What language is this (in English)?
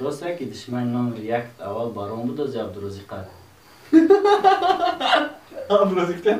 Tajik